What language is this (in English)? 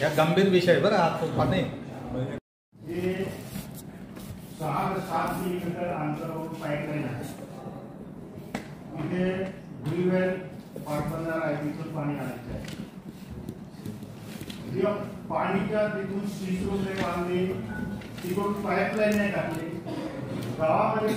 Marathi